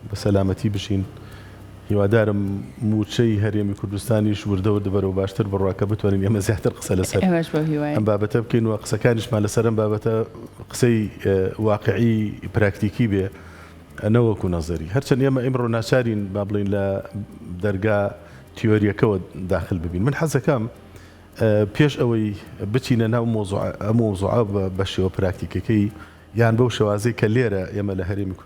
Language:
Central Kurdish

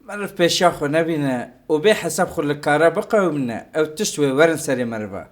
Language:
Kurdish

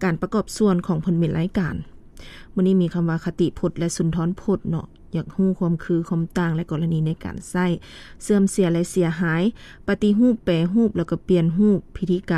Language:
Lao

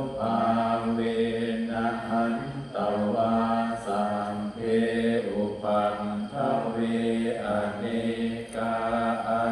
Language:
Pali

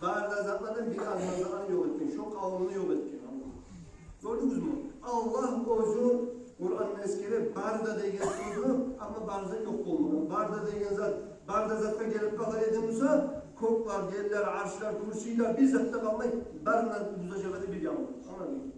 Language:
Kumyk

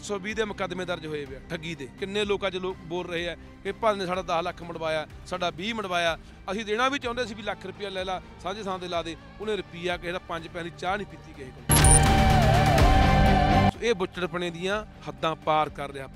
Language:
Punjabi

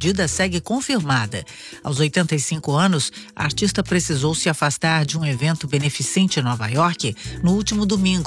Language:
Portuguese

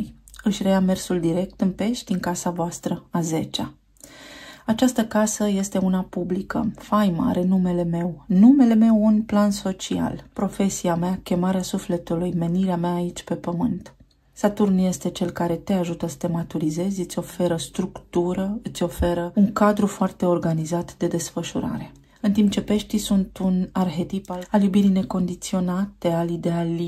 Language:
Romanian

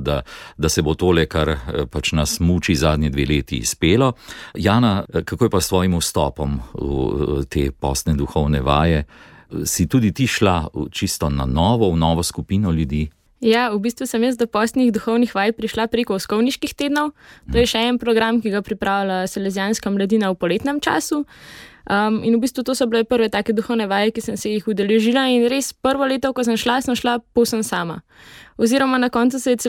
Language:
Slovenian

